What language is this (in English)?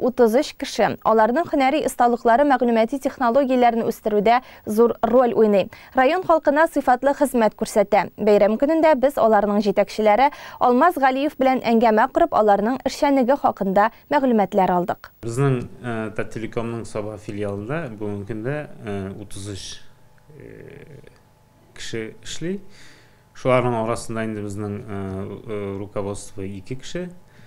Tatar